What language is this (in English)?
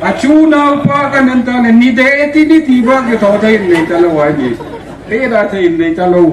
Hmar